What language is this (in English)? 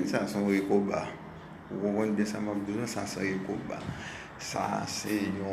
Haitian Creole